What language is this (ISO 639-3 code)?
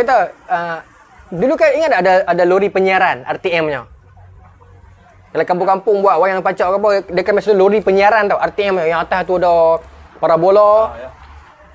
msa